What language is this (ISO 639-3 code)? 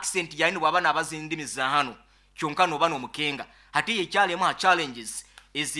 nyo